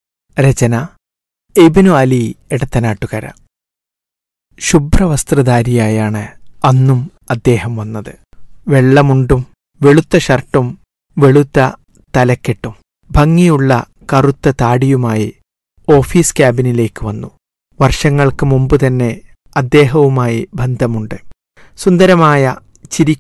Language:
Malayalam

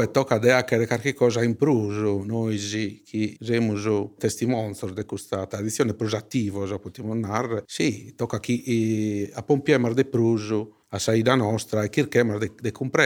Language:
Sardinian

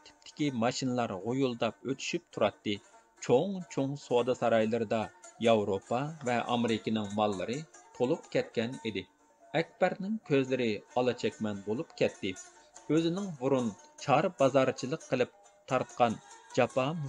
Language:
Uyghur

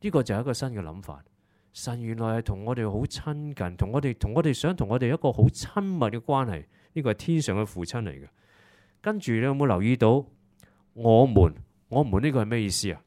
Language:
Cantonese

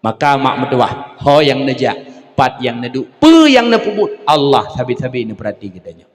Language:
Achinese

